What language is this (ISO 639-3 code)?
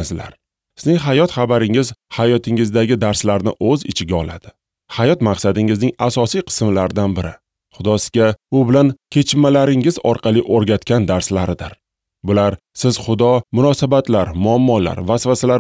uzb